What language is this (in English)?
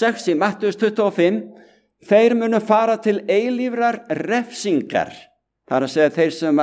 Icelandic